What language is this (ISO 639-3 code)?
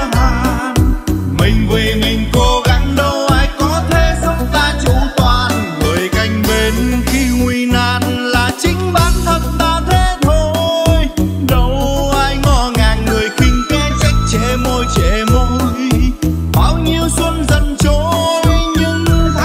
vie